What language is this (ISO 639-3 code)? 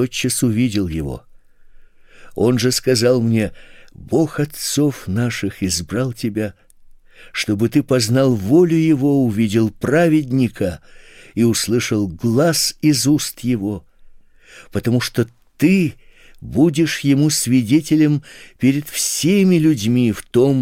rus